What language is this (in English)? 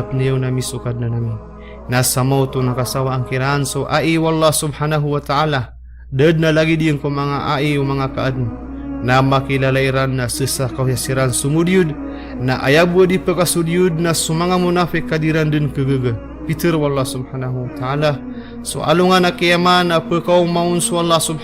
Maranao